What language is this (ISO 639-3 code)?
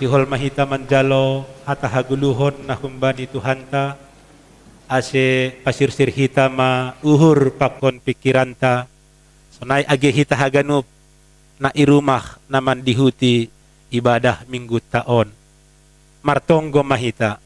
bts